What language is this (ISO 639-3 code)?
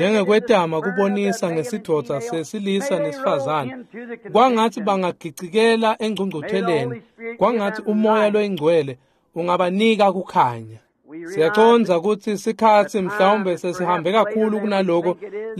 ssw